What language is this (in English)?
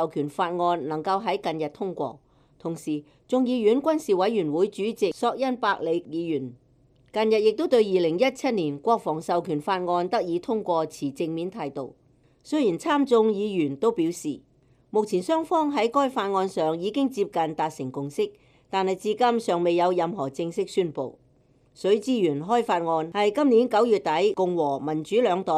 Cantonese